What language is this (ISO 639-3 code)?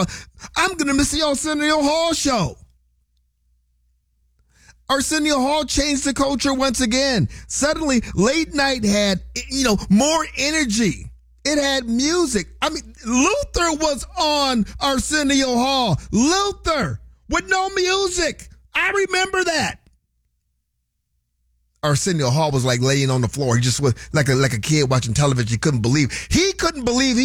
eng